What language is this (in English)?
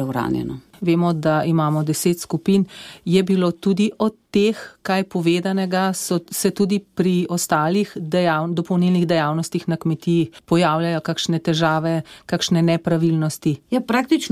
Slovenian